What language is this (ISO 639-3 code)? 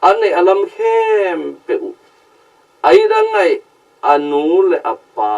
ctd